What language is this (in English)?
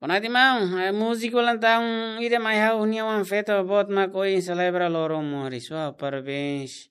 Tetum